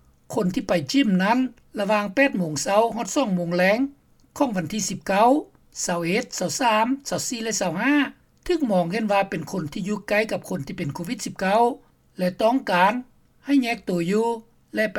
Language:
Lao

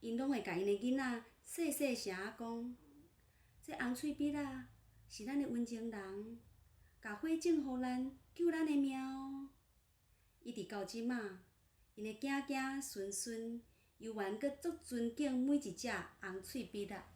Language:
Min Nan Chinese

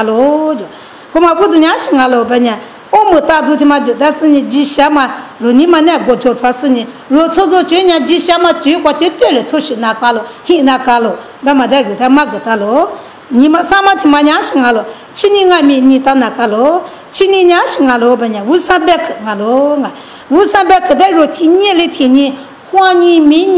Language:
Lisu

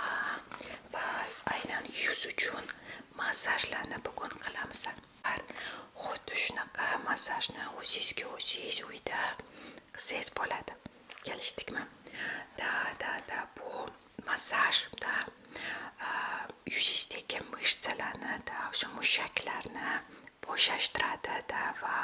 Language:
Uzbek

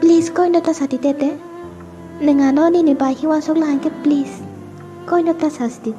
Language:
Kok Borok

